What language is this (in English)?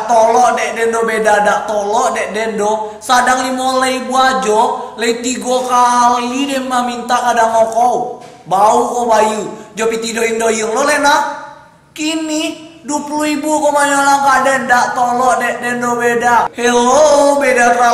Minangkabau